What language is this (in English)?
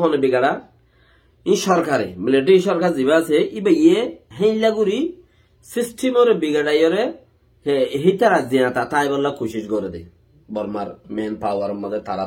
Rohingya